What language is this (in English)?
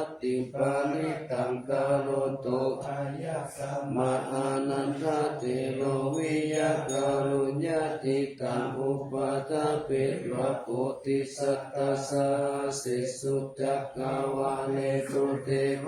Pali